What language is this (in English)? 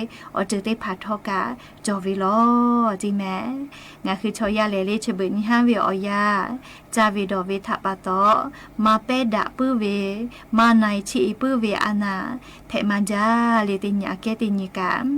Lahu